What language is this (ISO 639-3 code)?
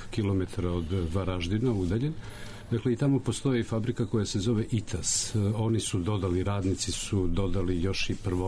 srp